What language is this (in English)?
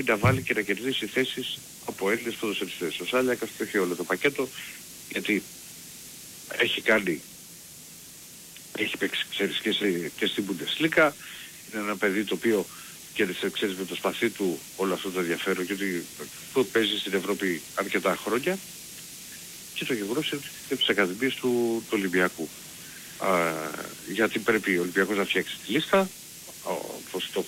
Greek